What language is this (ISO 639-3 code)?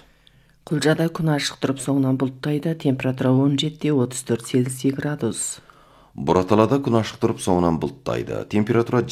kaz